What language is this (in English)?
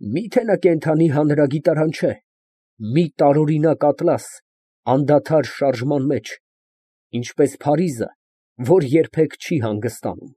Armenian